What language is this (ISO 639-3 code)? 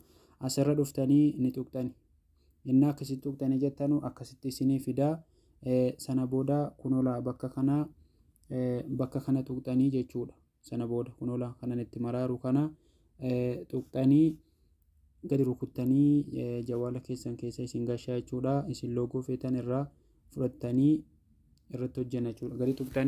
orm